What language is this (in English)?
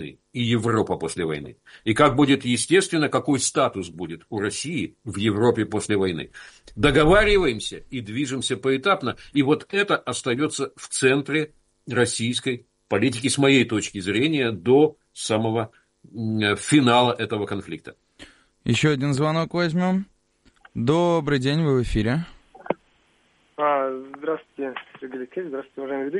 Russian